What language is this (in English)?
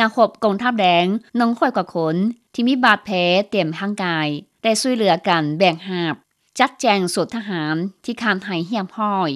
Lao